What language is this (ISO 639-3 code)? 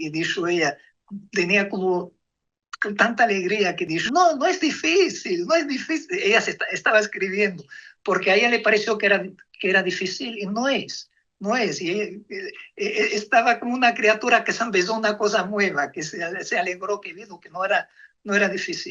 lad